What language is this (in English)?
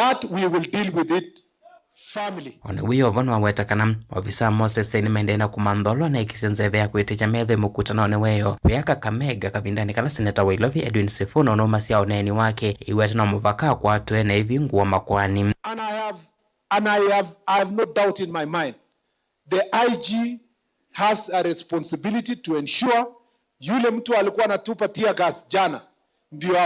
Kamba